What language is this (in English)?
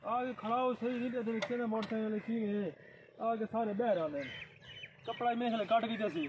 Saraiki